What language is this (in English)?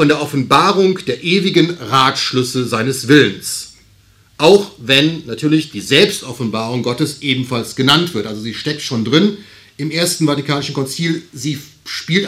German